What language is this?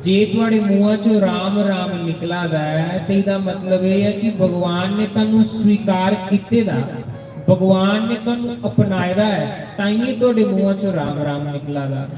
Dogri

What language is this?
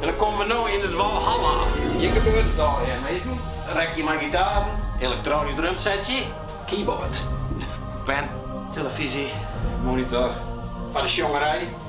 Western Frisian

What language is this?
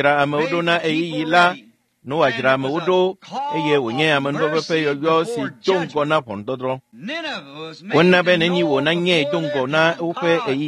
Ewe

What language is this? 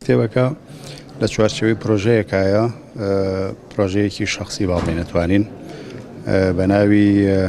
Central Kurdish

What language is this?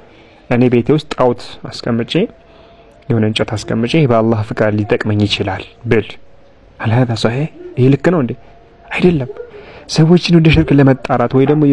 Amharic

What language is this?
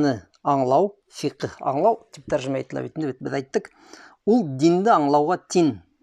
Bashkir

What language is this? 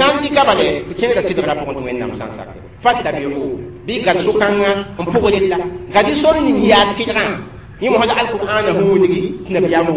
Mossi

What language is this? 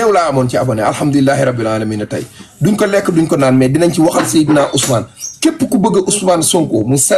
Wolof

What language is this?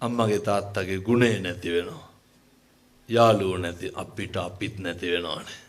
Sinhala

